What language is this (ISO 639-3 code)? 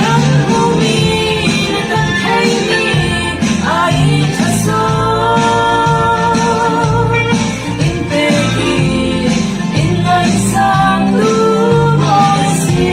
cfm